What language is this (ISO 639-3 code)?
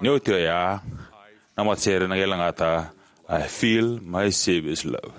fij